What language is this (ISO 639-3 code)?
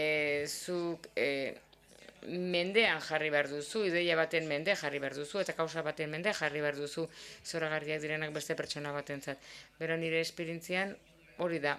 eus